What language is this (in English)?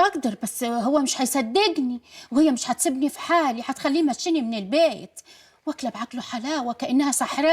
Egyptian Arabic